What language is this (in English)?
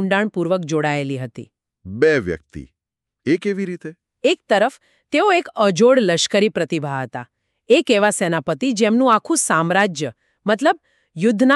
Gujarati